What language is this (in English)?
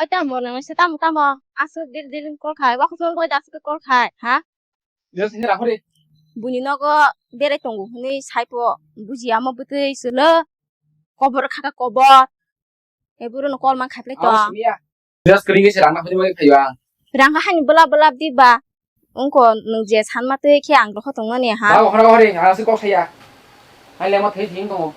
Kok Borok